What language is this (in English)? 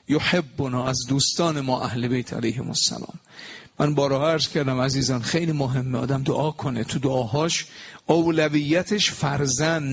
Persian